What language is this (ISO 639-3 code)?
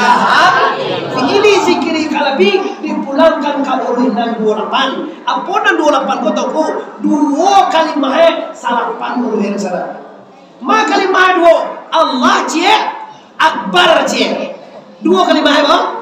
min